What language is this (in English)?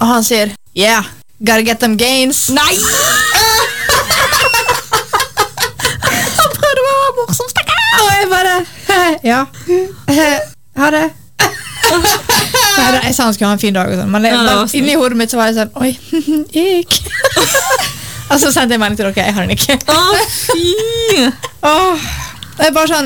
Norwegian